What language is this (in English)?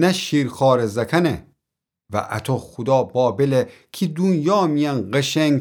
Gilaki